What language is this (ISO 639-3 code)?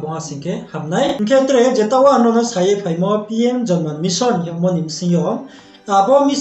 ria